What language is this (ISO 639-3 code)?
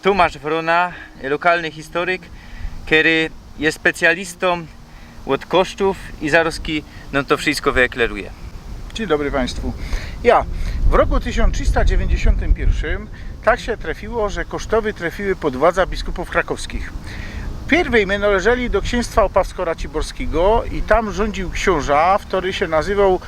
szl